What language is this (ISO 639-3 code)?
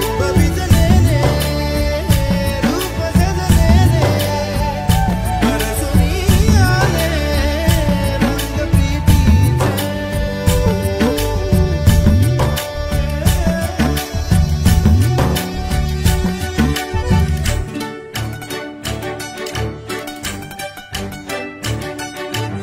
mar